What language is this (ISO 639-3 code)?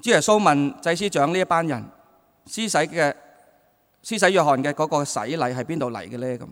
yue